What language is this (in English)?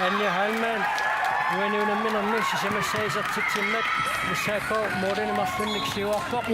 Kalaallisut